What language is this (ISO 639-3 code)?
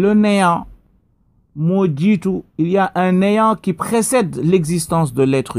wol